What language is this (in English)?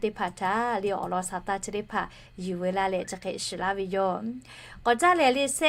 Lahu